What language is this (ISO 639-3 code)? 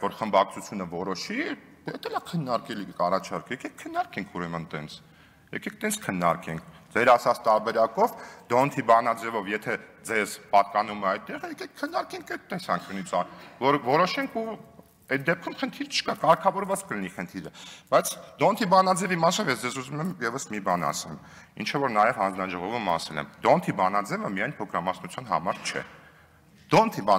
hye